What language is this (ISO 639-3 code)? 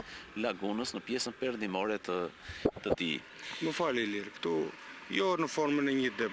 sqi